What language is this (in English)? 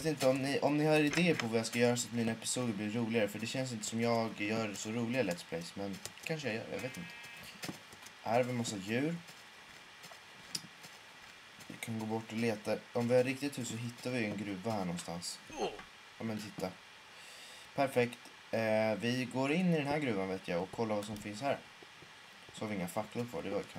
Swedish